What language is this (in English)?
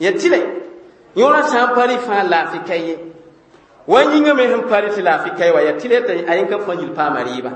Mossi